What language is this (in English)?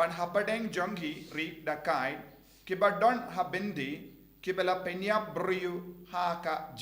Khasi